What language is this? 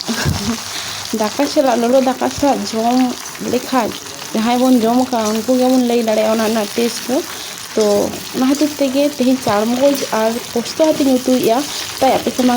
Santali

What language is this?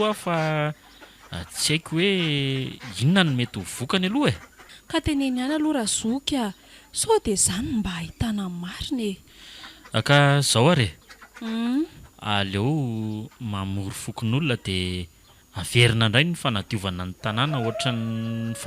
Malagasy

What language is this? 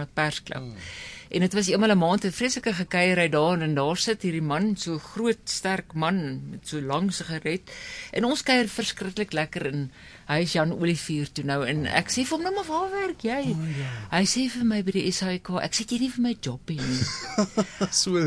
Afrikaans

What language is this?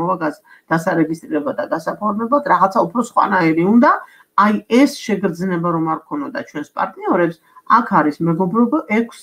Georgian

